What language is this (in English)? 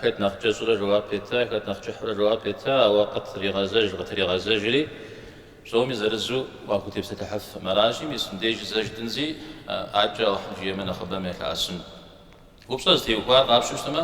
Kabardian